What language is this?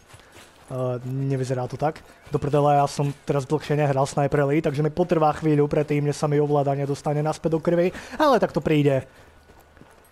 Slovak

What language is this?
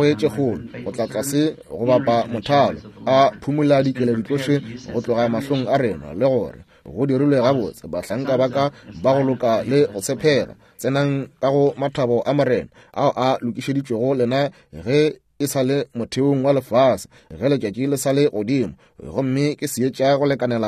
Northern Sotho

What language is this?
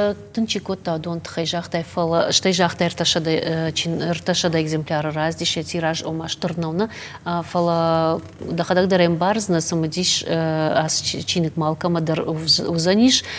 Ossetic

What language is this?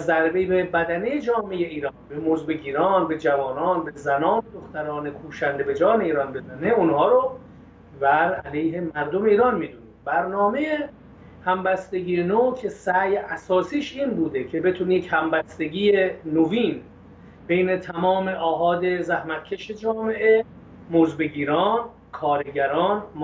Persian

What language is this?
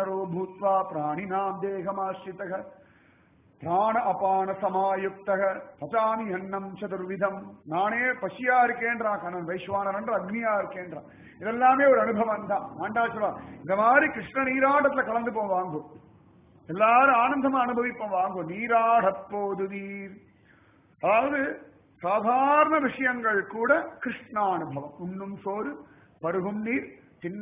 Tamil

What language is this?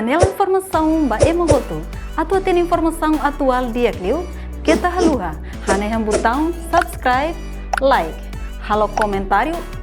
Tetum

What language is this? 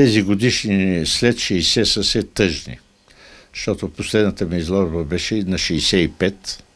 Bulgarian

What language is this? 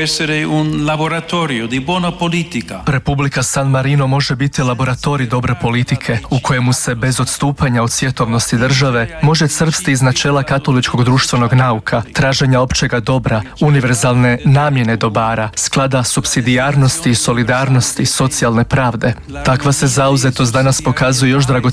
Croatian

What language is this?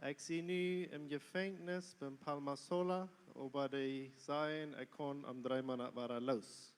Plautdietsch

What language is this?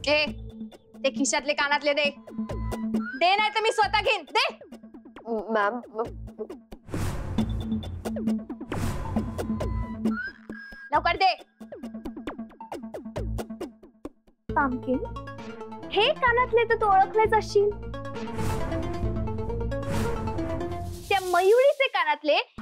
Marathi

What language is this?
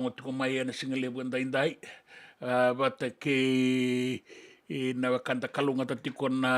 Fijian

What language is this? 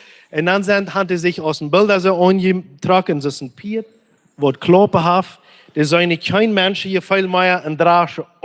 Plautdietsch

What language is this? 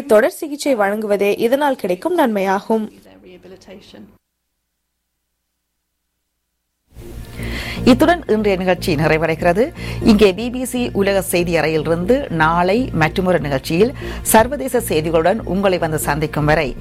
Tamil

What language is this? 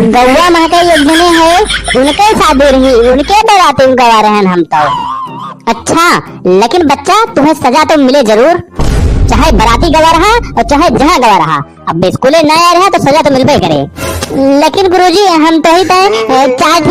Awadhi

